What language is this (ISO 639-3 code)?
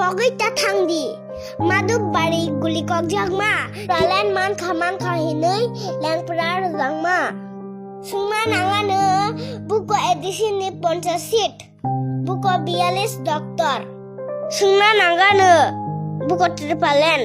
trp